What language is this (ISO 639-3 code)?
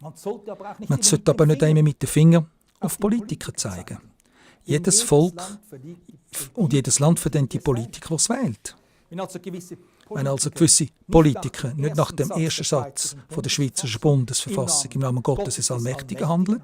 gsw